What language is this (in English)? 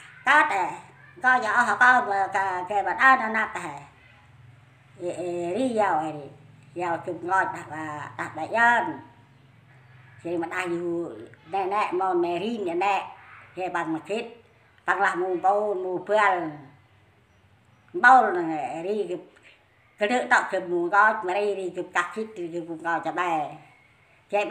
Central Mnong